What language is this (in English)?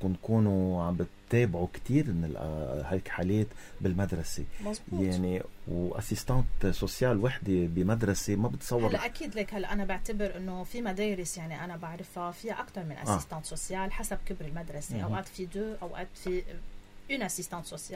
North Levantine Arabic